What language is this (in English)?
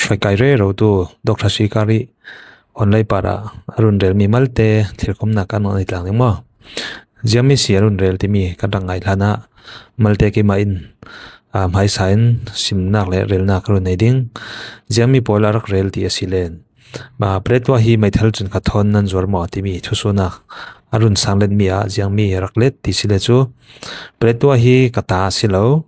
Falam Chin